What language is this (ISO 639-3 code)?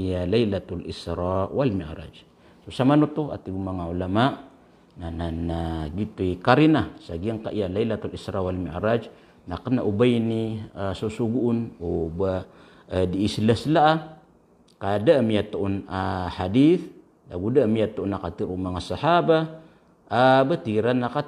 mrw